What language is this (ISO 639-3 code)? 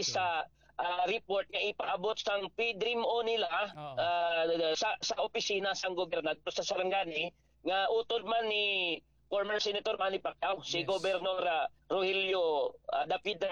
hil